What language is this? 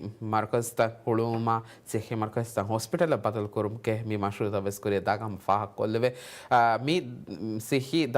Divehi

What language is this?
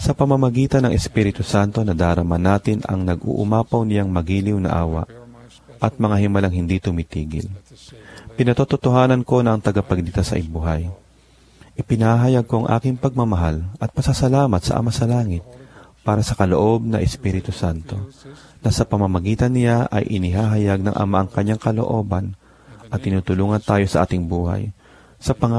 Filipino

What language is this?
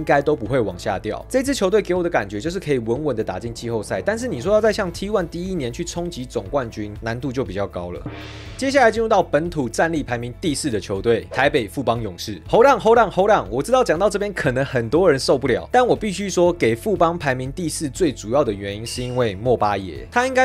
Chinese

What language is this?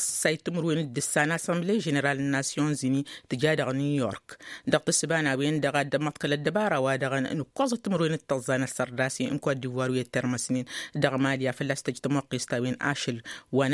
Tamasheq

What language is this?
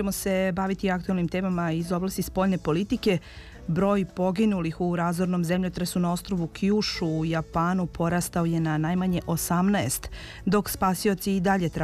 Serbian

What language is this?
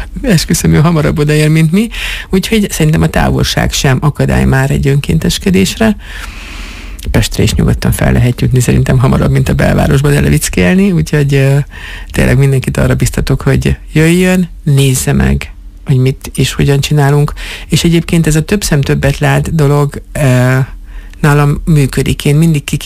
Hungarian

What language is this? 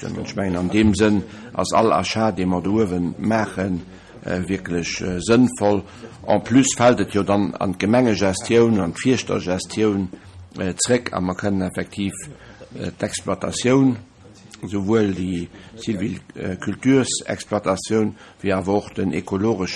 Luxembourgish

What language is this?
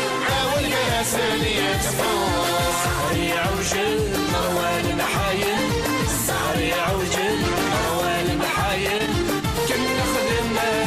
Kabyle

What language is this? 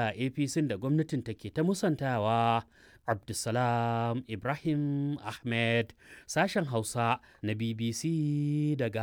Hausa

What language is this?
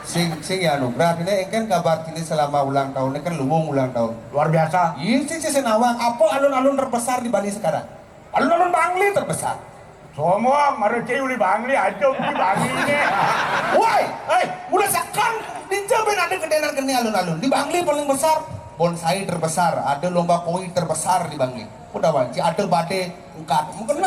Balinese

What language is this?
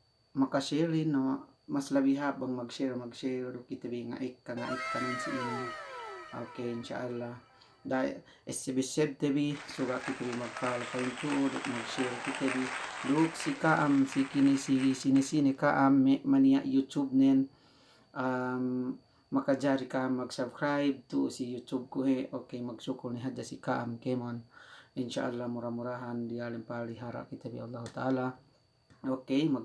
Yakan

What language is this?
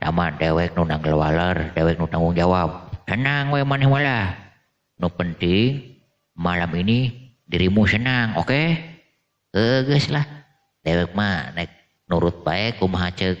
Sundanese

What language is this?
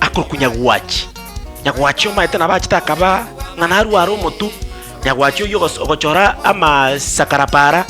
Gusii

